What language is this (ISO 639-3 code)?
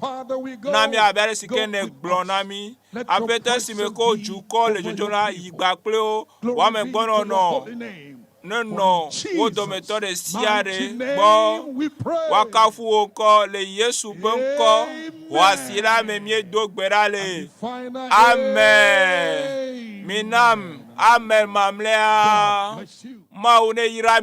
ewe